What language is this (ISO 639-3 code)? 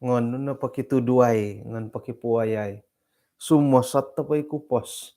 dtp